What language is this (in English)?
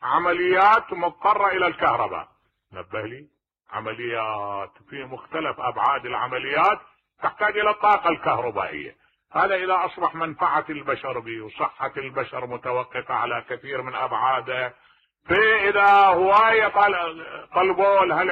Mesopotamian Arabic